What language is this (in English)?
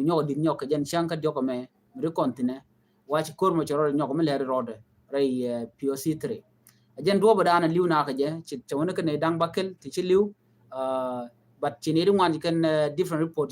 Nuer